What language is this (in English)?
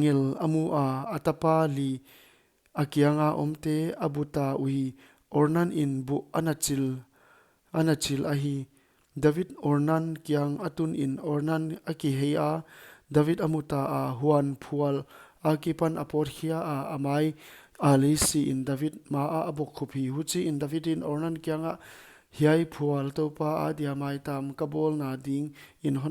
Paite Chin